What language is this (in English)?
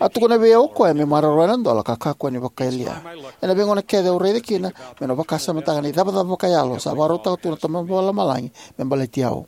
Fijian